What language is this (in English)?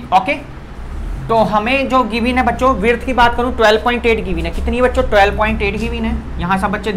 Hindi